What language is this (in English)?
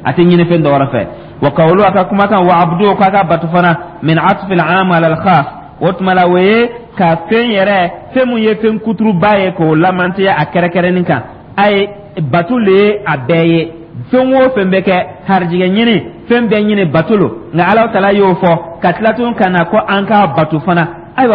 Dyula